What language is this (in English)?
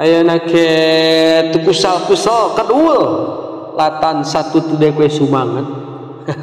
Sundanese